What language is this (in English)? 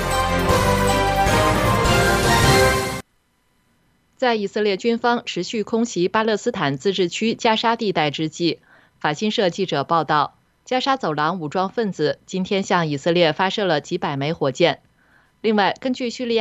Chinese